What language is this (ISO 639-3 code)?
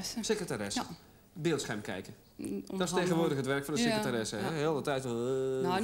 nld